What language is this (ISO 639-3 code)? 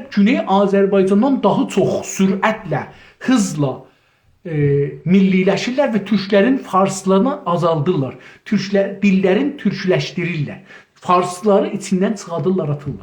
azb